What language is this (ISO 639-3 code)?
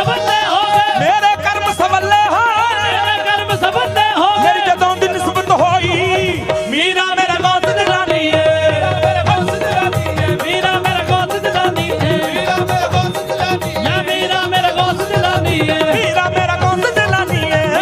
pan